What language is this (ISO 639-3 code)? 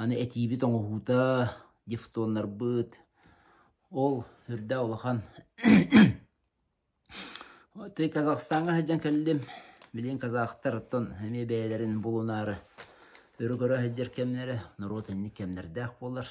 sah